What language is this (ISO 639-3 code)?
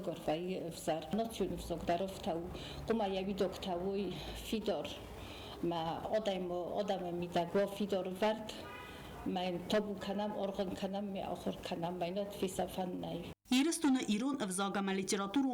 oss